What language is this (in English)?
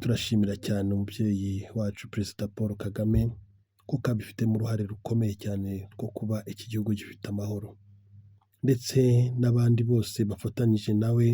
Kinyarwanda